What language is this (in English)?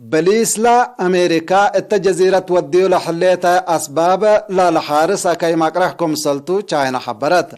Tigre